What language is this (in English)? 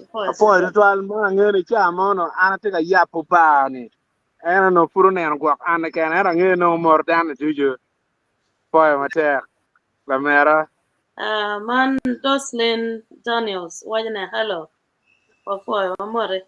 Acoli